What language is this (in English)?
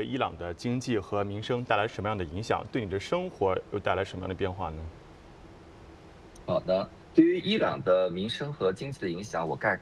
Chinese